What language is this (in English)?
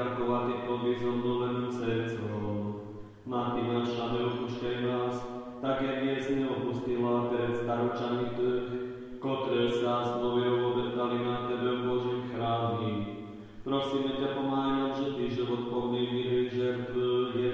Slovak